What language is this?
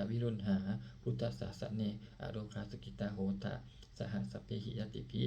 Pali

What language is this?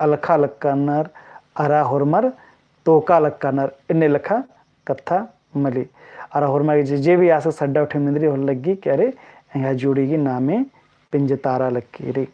Kurukh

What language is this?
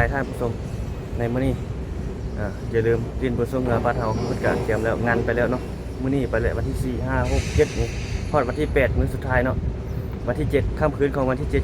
Lao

